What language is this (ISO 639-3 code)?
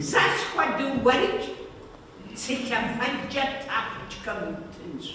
kbd